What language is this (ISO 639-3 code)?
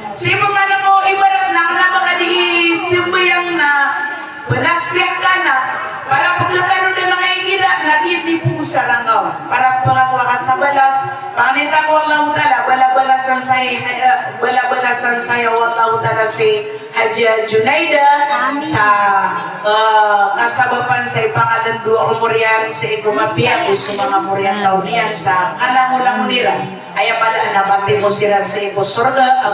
mrw